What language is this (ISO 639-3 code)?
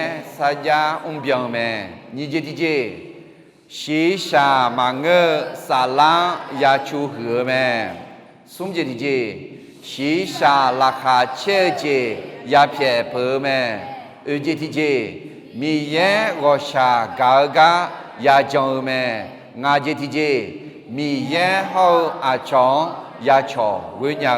ahk